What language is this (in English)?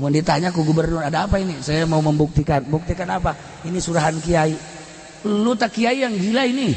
Sundanese